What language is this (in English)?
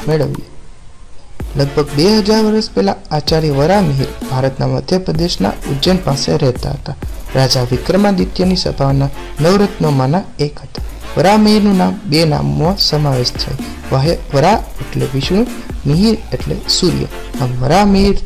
Gujarati